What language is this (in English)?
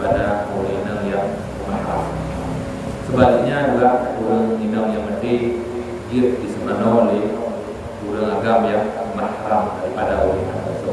Achinese